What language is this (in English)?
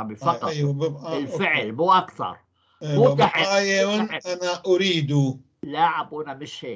North Levantine Arabic